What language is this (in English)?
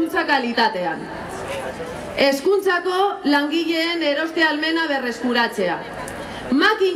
Basque